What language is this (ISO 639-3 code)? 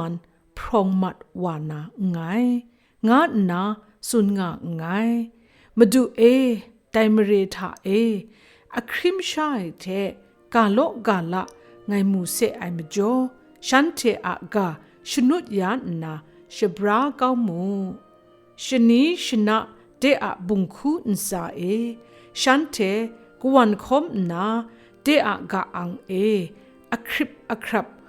kac